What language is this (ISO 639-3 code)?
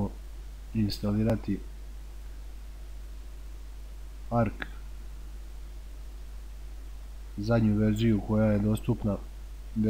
hrv